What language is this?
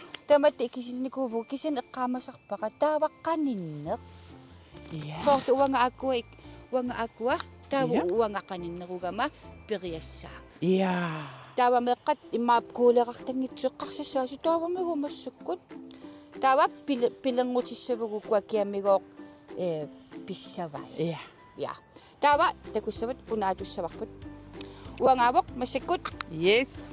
Kalaallisut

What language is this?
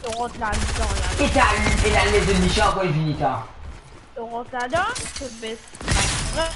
Morisyen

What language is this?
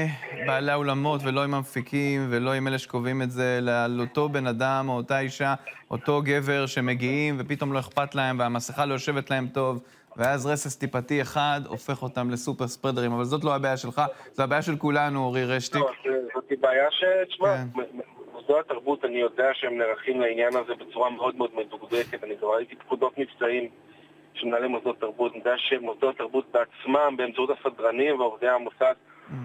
Hebrew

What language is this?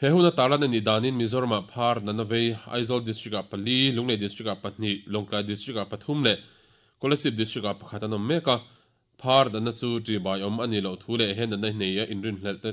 Mizo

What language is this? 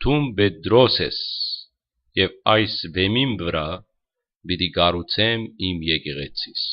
Western Armenian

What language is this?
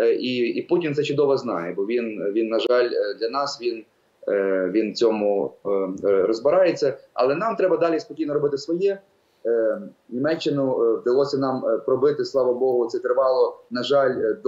Ukrainian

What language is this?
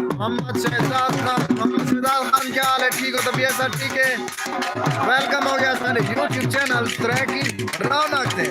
Saraiki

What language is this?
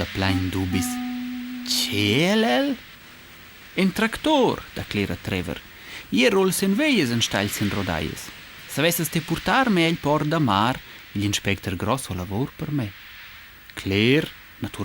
Romansh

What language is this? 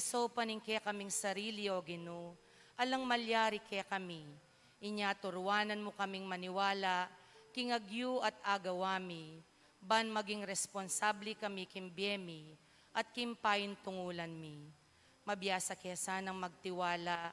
Pampanga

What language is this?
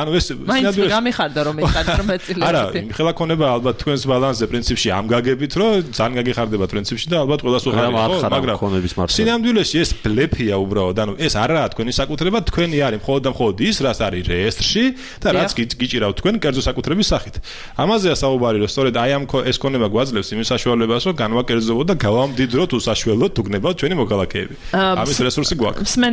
Georgian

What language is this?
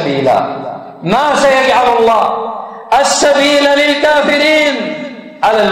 Arabic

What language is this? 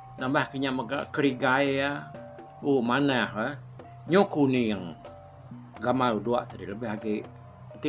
Iban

